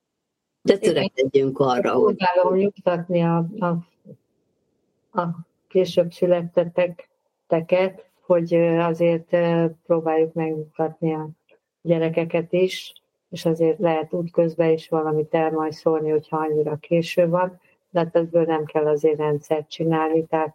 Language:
Hungarian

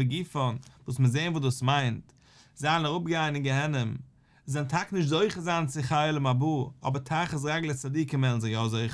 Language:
Yiddish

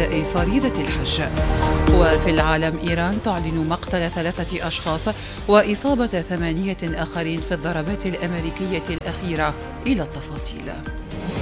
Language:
Arabic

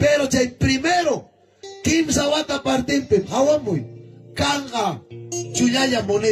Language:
Ayacucho Quechua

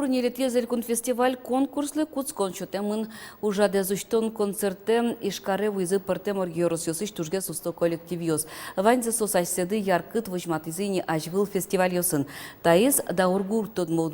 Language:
Udmurt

